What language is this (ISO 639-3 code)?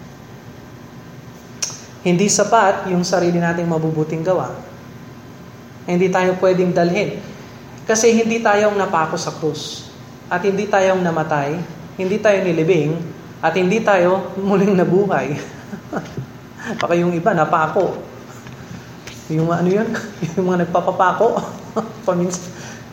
fil